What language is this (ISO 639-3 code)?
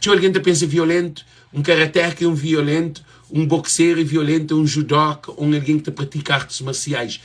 kea